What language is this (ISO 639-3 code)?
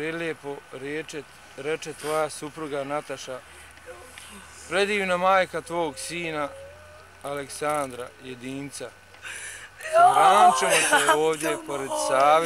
bos